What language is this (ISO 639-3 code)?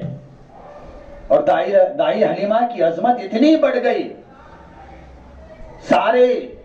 urd